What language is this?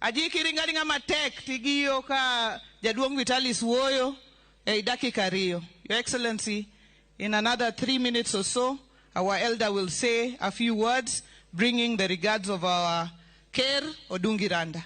Luo (Kenya and Tanzania)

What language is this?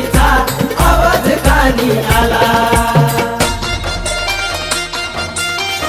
Marathi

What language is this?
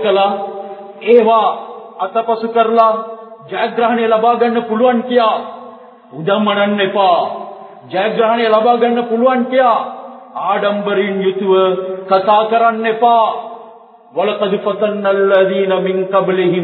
Tamil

